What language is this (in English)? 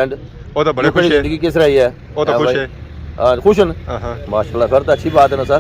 Pahari-Potwari